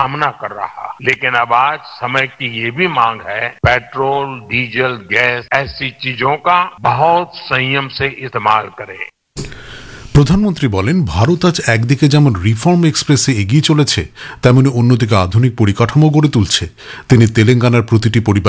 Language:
Bangla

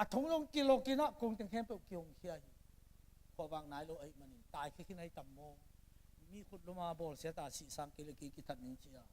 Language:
Tedim Chin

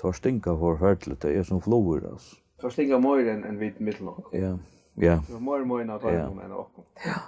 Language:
Faroese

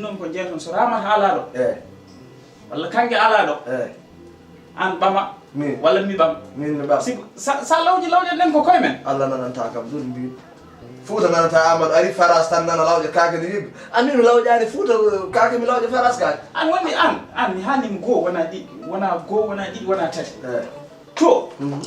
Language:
Fula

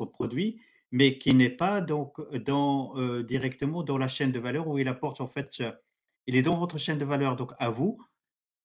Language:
French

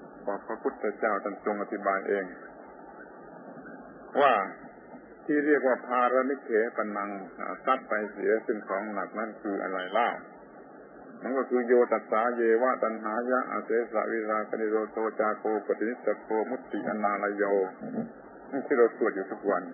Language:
Thai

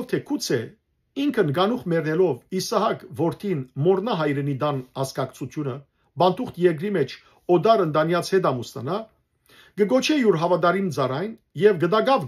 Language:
Western Armenian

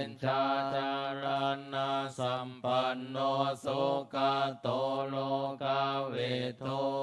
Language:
Pali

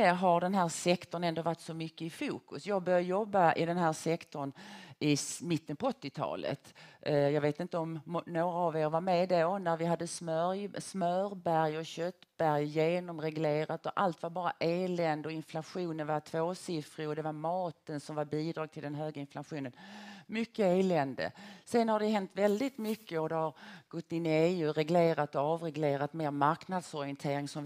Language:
Swedish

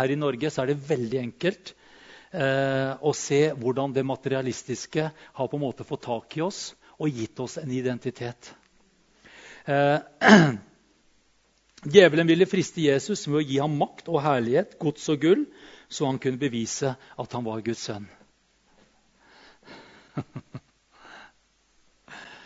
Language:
Norwegian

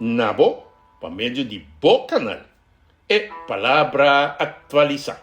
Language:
Papiamento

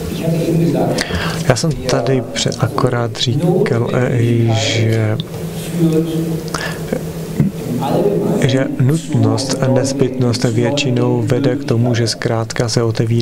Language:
Czech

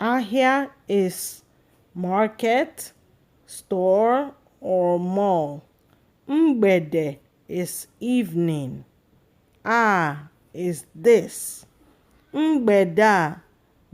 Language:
Igbo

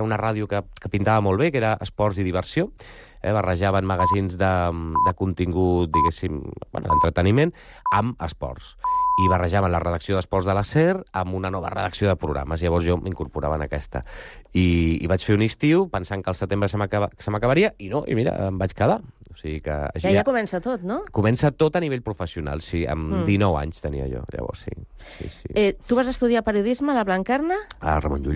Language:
Catalan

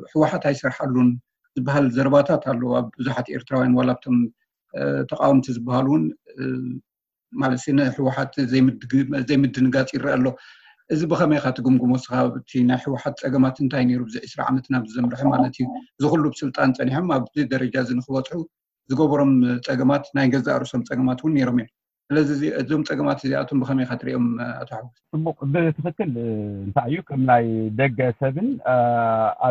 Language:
Tigrinya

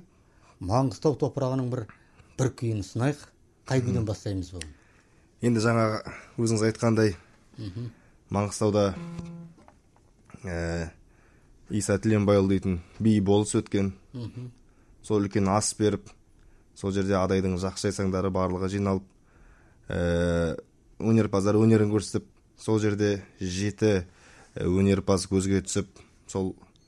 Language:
Kazakh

